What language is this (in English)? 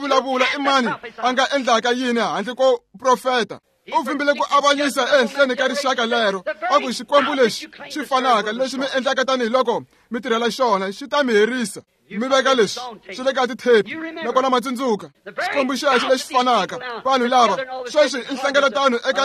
Tsonga